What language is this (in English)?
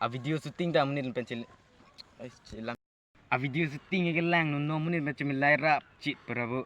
Karbi